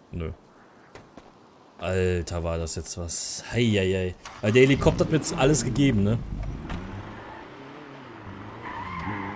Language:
German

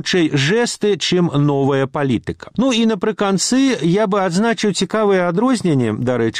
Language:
Belarusian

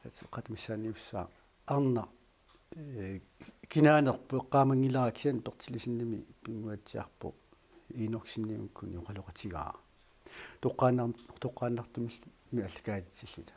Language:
Kalaallisut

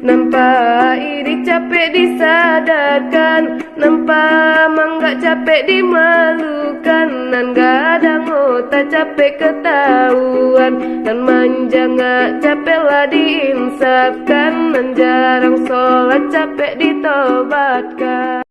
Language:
Minangkabau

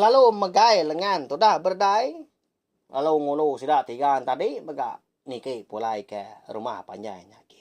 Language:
Iban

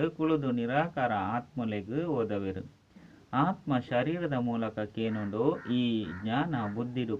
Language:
Tulu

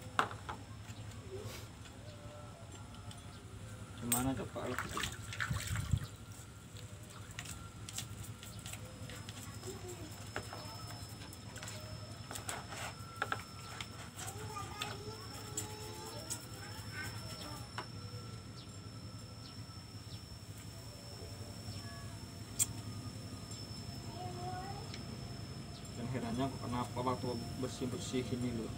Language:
Indonesian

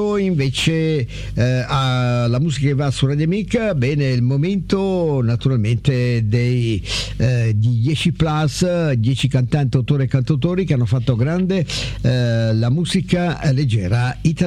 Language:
Italian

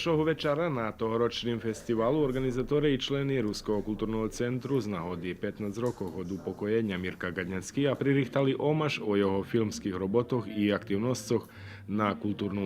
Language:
Rusyn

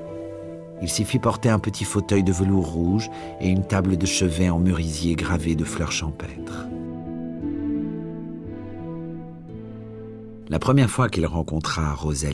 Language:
French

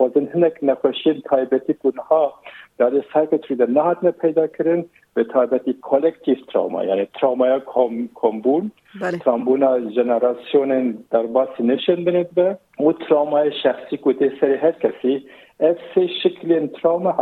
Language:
Kurdish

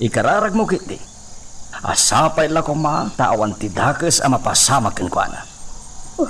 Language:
Iloko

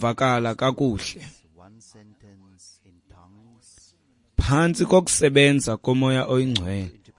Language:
Xhosa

